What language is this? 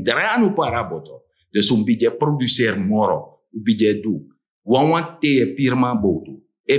Sranan Tongo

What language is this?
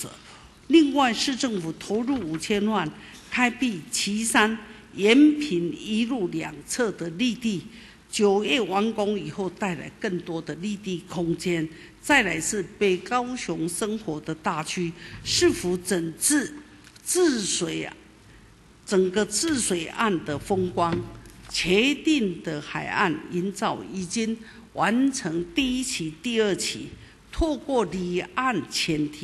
Chinese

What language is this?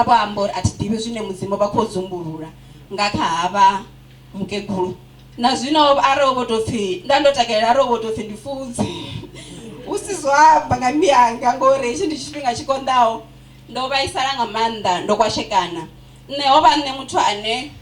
Venda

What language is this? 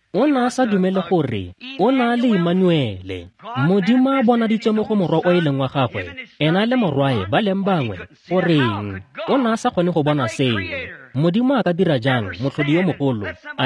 Tswana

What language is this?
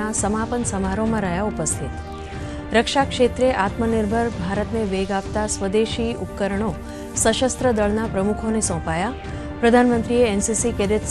Gujarati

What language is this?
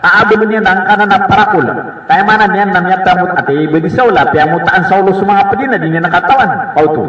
Maranao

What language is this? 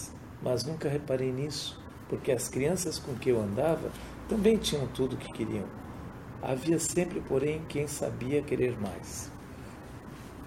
Portuguese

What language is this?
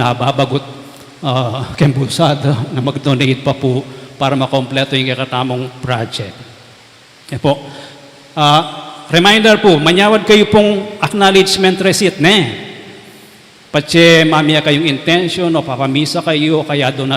Pampanga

